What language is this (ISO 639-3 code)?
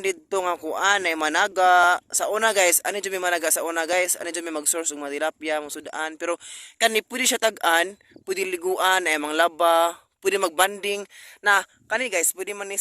ceb